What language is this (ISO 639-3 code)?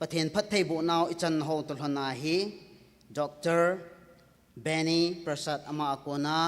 tcz